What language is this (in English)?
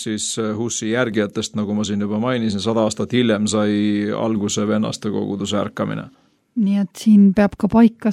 Estonian